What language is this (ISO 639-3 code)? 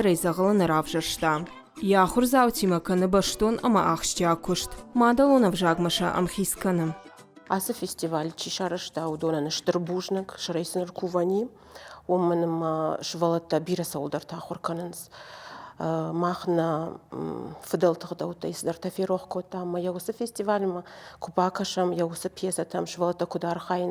oss